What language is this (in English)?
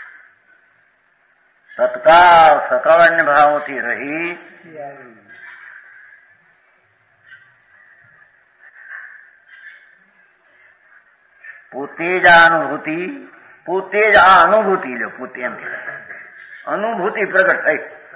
Gujarati